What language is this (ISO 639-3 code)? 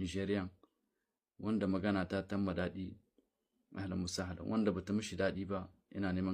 hau